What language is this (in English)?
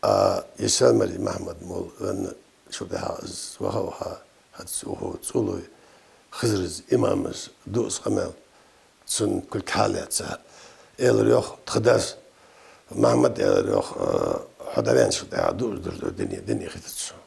Ingush